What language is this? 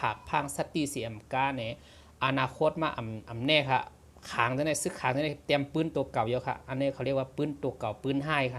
Shan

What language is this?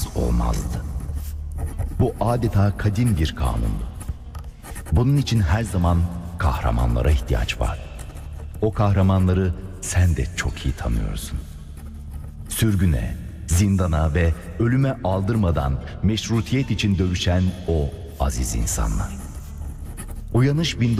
Turkish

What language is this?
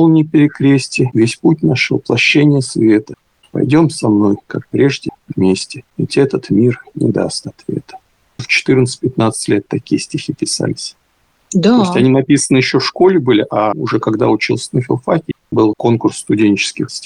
Russian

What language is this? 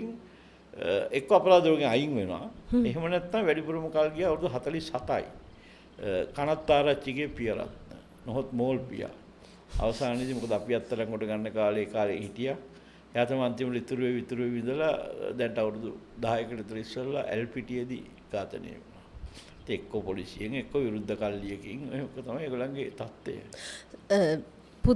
Sinhala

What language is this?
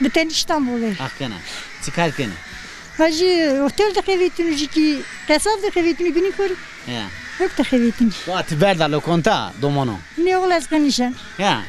Zaza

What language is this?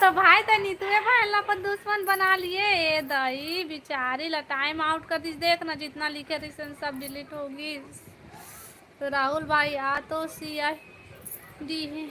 Chhattisgarhi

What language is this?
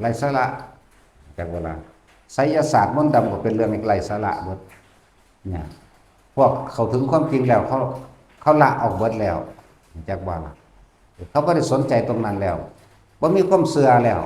Northeastern Thai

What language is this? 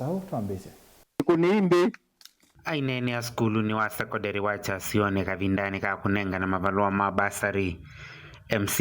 Kamba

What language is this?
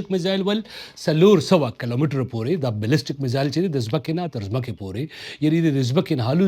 Pashto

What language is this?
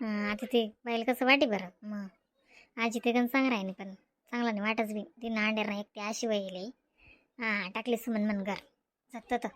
Khandesi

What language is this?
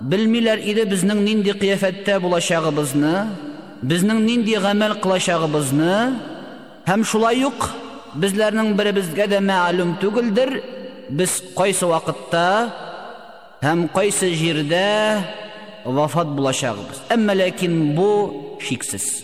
Tatar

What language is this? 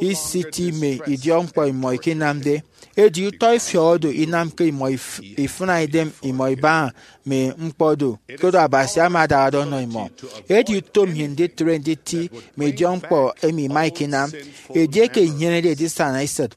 Efik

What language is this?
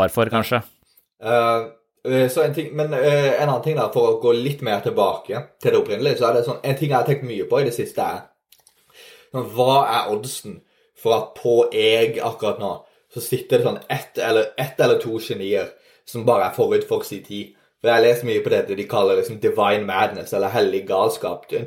Norwegian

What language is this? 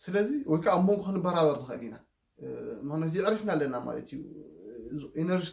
Tigrinya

